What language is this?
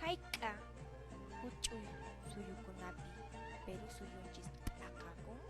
Quechua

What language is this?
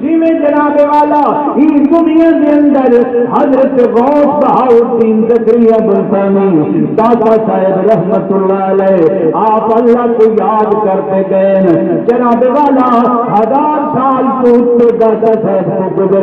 Saraiki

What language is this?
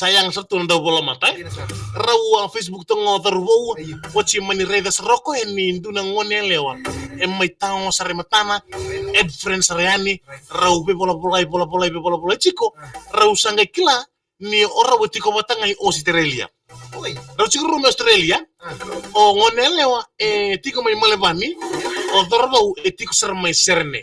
Fijian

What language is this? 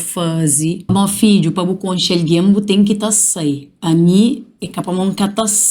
Kabuverdianu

